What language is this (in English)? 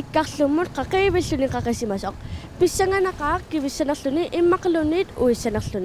Kalaallisut